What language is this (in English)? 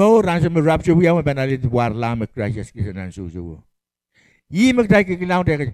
Pohnpeian